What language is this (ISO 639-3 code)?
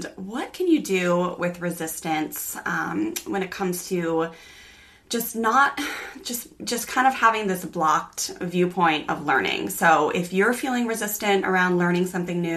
eng